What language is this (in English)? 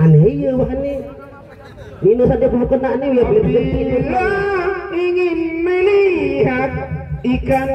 Sasak